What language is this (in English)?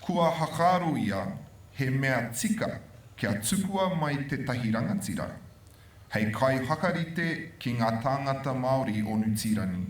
Māori